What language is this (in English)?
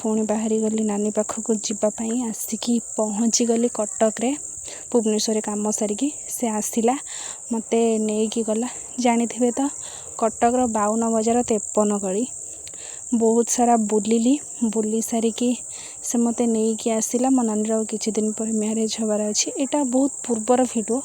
Odia